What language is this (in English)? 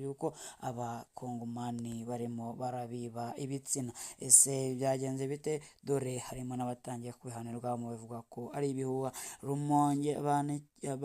Rundi